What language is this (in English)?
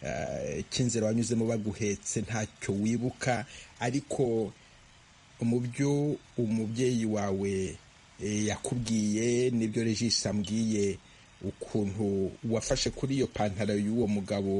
Kinyarwanda